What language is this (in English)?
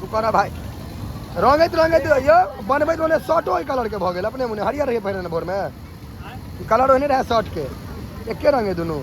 Maithili